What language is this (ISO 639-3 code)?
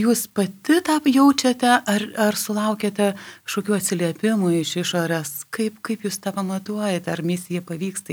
lit